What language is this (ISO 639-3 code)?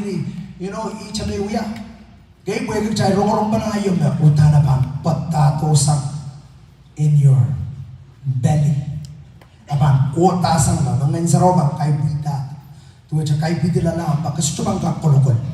pon